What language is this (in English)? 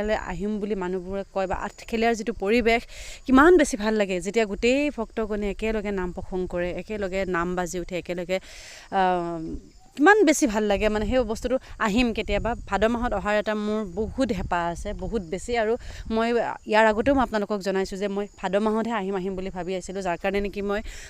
Assamese